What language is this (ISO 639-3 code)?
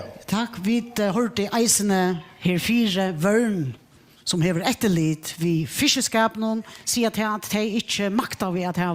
fao